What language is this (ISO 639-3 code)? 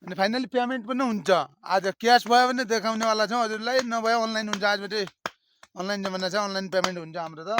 nep